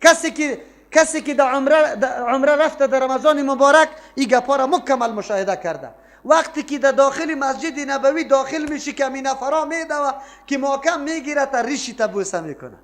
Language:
Persian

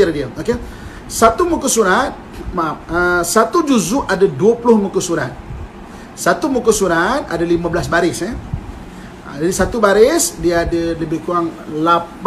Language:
Malay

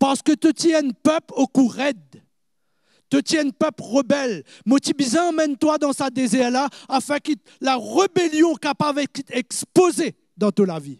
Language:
Morisyen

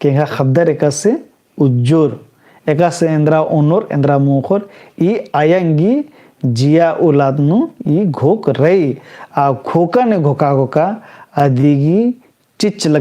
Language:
Kurukh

